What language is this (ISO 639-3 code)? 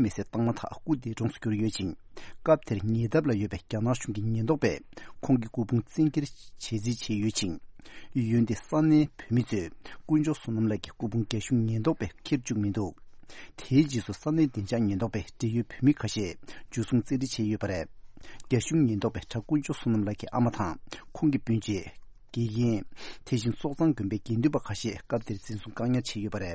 bod